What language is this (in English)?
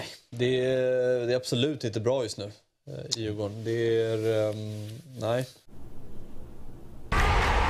Swedish